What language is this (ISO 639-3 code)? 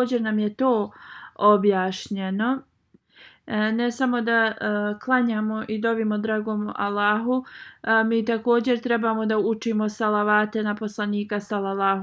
bos